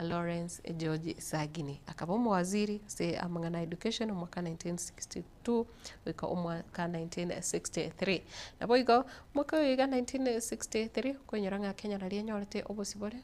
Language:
Gusii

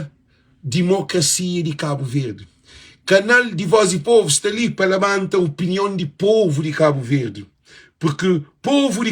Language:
Kabuverdianu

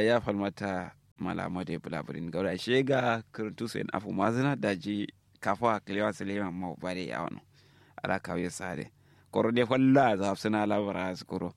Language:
Kanuri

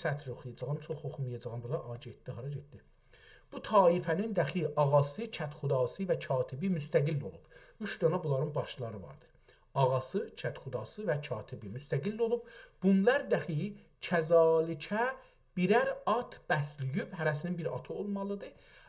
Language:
South Azerbaijani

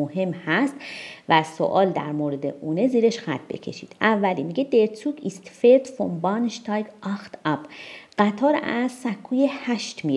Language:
Persian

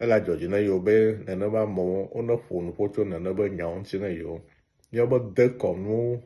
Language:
Ewe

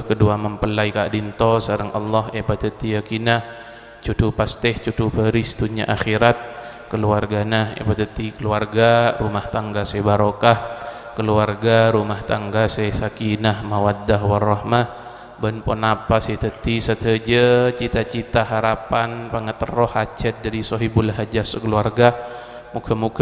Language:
Madurese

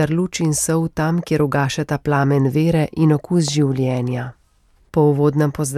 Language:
Slovenian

